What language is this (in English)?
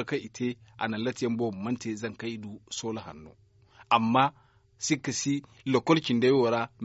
Zarma